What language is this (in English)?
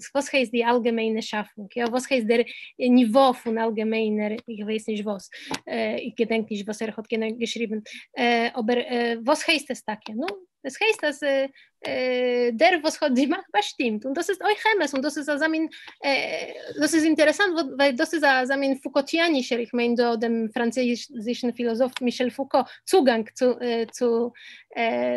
Yiddish